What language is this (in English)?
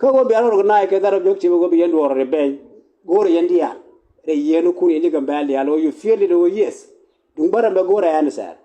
Nuer